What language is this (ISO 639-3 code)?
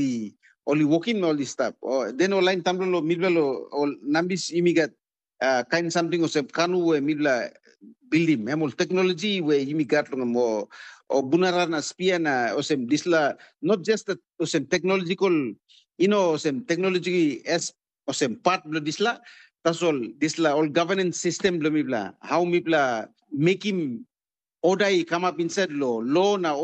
tpi